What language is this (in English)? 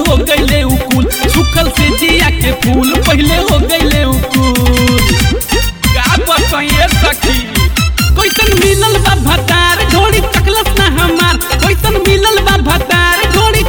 Bhojpuri